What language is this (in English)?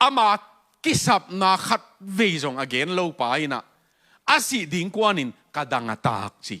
Tedim Chin